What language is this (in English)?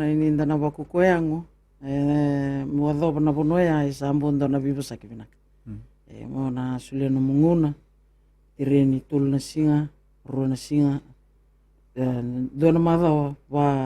Fijian